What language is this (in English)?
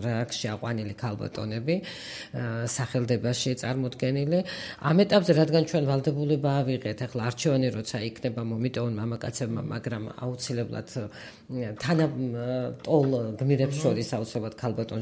Georgian